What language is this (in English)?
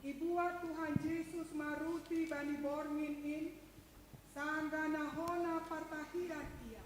Batak Simalungun